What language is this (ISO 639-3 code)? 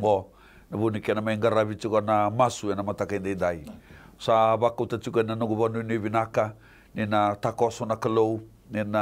fij